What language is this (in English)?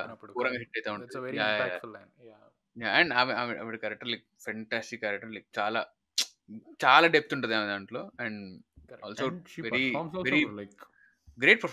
Telugu